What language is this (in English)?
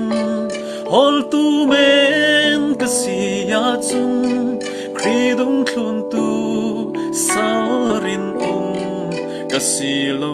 Falam Chin